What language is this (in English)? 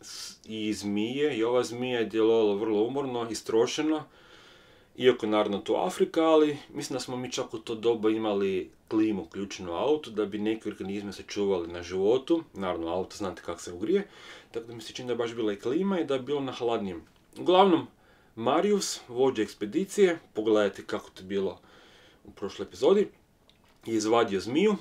Croatian